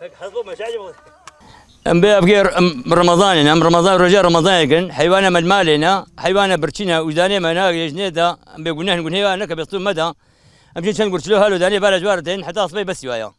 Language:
Kurdish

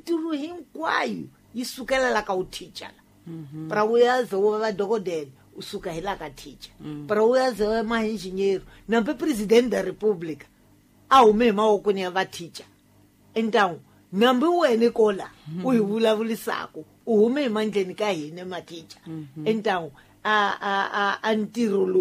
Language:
Tsonga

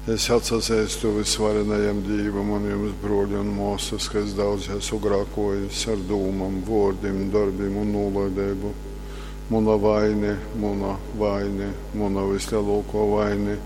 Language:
Latgalian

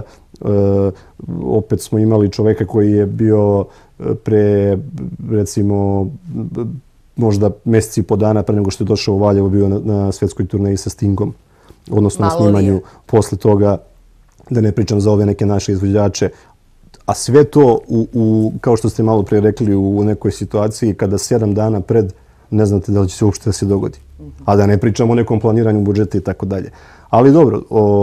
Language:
Serbian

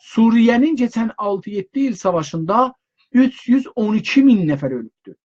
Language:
South Azerbaijani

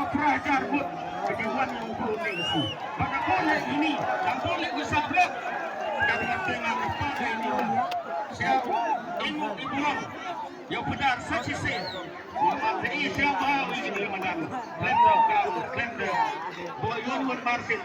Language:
Khasi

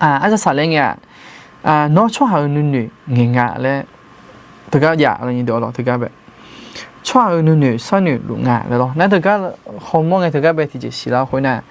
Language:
Akha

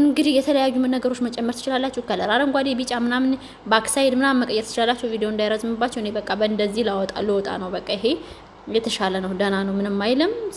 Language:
Amharic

